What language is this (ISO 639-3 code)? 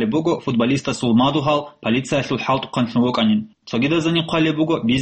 ava